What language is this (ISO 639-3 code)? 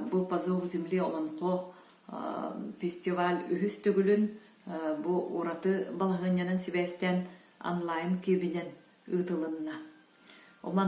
sah